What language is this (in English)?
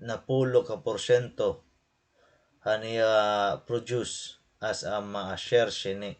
Waray